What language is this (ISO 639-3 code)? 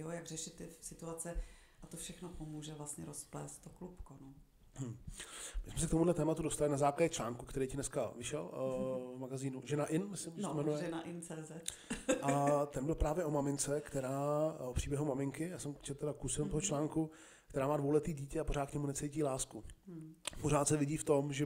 ces